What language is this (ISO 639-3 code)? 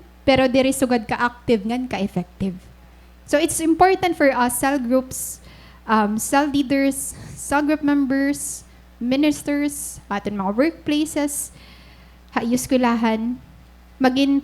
war